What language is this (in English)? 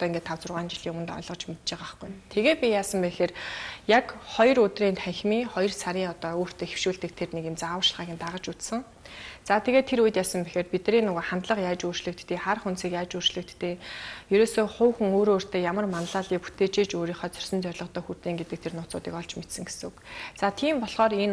Mongolian